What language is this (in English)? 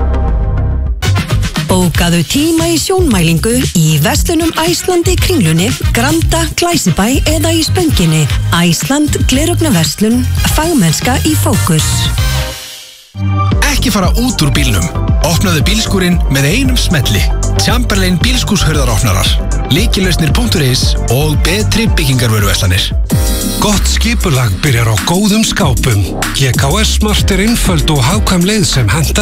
Icelandic